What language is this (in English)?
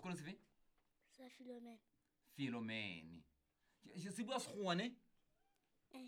Southern Sotho